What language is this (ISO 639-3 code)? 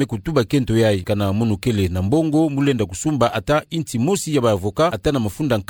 ktu